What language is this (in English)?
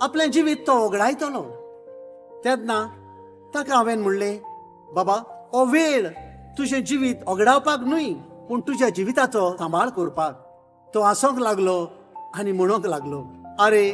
Konkani